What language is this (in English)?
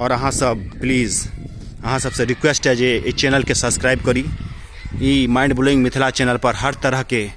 Maithili